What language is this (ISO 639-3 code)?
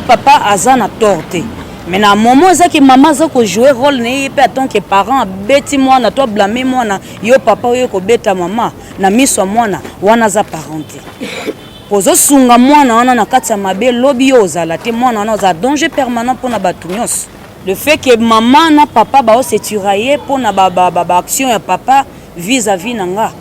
lin